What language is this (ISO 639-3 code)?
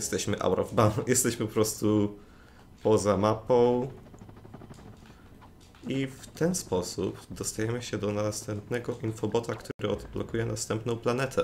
pol